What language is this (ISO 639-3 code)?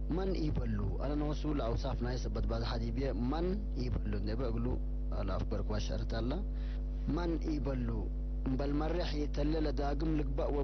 tig